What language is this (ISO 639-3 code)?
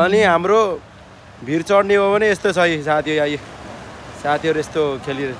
nep